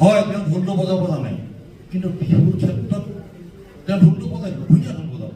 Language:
Assamese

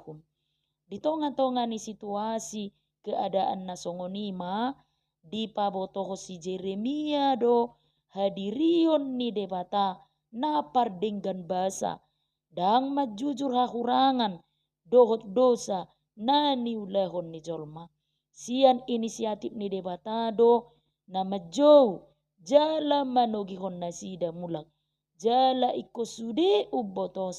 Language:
Batak Toba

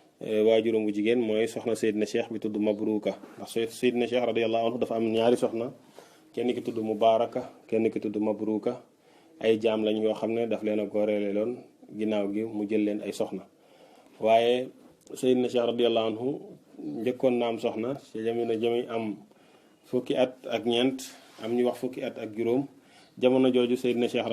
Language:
Wolof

